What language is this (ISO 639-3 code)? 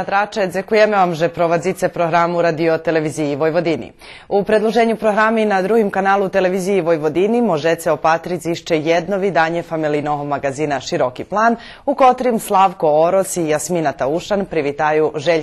rue